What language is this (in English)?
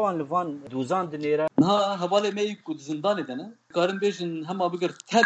Kurdish